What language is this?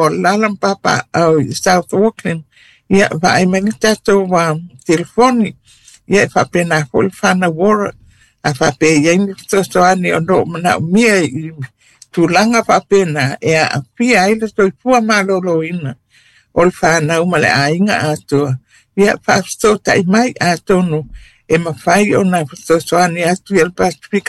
Samoan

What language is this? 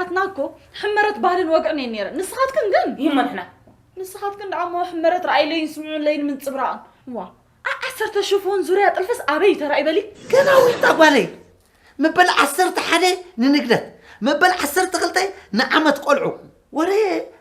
Tigrinya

